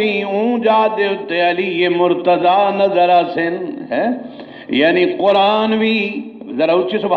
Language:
Saraiki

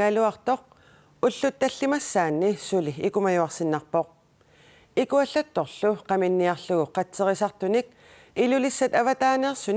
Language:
Kalaallisut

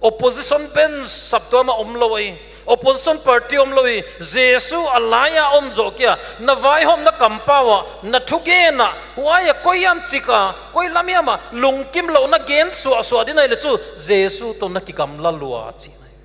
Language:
Paite Chin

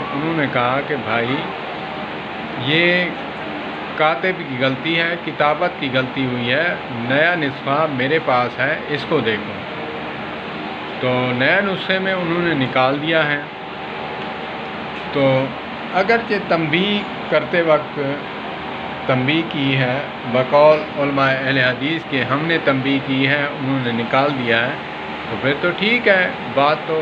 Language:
Urdu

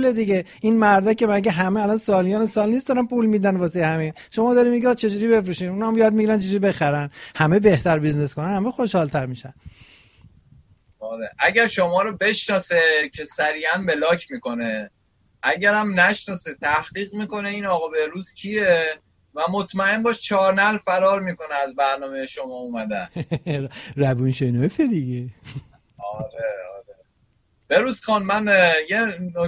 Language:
Persian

